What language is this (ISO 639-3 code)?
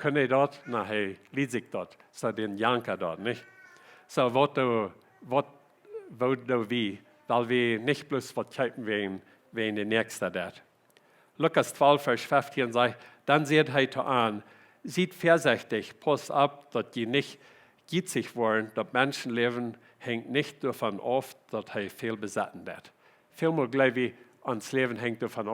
pdt